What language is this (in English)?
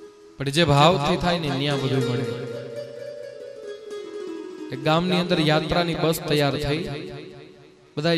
Gujarati